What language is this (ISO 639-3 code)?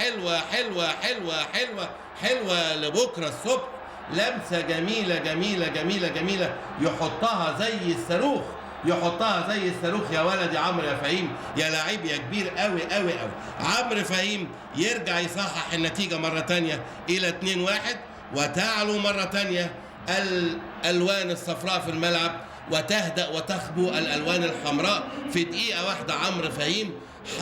arz